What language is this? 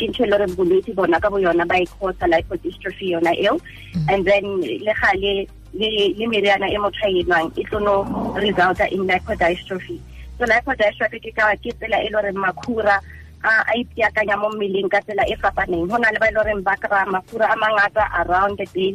Tswana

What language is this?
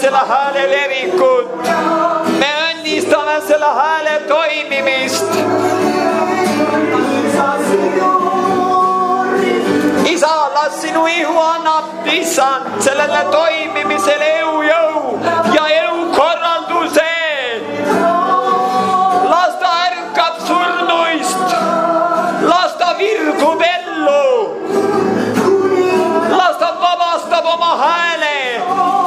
Estonian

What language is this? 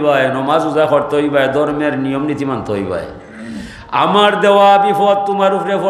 Sylheti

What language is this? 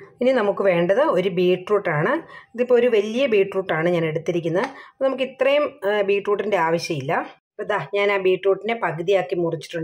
Malayalam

